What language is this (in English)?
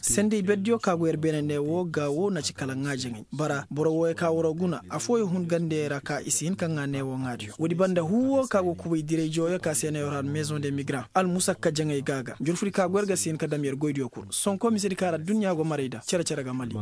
Koyraboro Senni